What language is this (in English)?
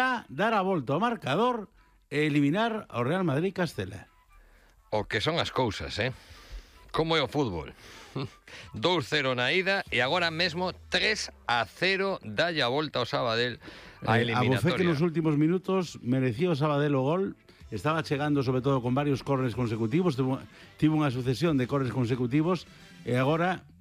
Galician